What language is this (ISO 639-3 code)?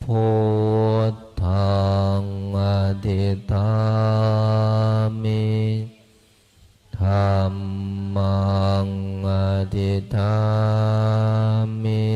pli